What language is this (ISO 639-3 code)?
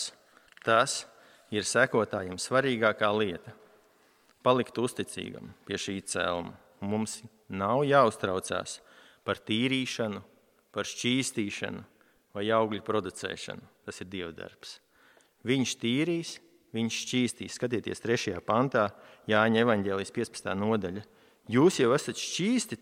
lav